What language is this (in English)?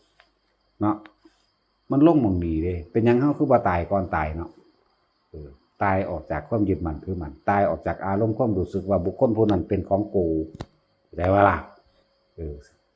Northeastern Thai